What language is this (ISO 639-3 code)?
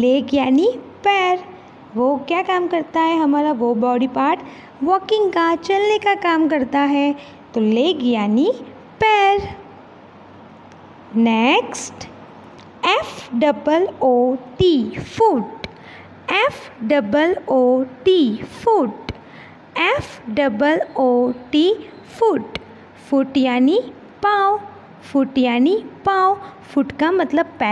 hin